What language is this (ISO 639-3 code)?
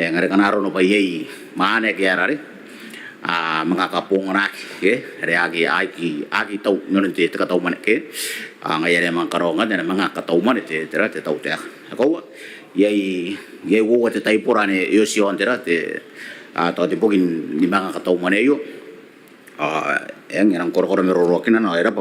gil